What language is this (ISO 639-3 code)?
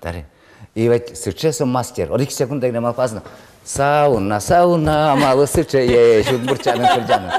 udm